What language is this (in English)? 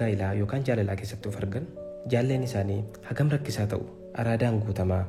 Oromo